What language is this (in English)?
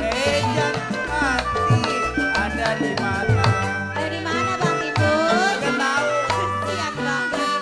Betawi